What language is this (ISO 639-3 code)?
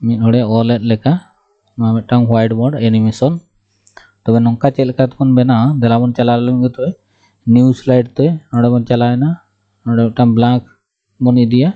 sat